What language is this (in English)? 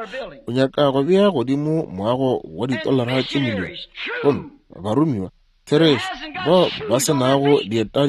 Northern Sotho